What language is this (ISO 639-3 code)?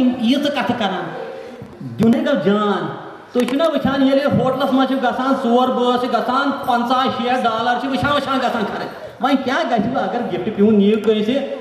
kas